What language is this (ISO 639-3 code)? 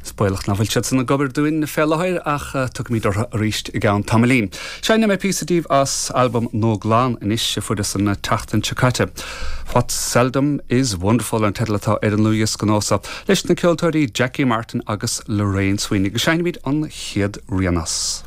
gle